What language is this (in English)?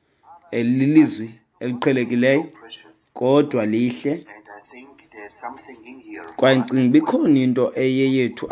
Xhosa